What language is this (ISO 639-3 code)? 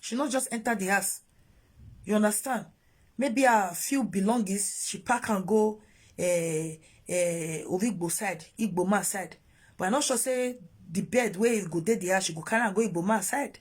pcm